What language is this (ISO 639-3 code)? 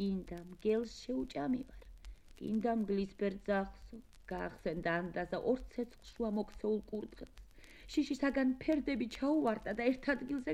kat